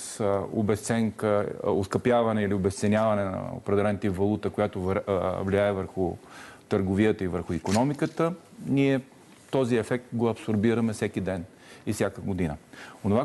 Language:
Bulgarian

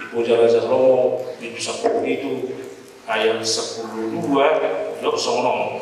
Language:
Batak Toba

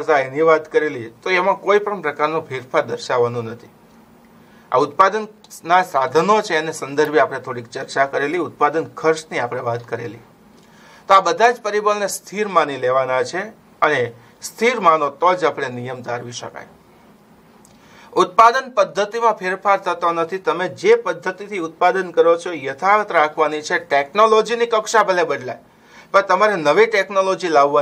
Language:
Gujarati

